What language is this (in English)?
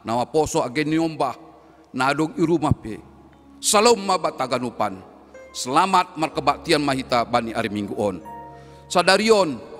Batak Simalungun